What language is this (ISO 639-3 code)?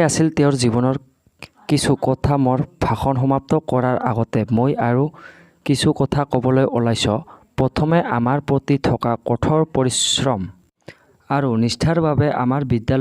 asm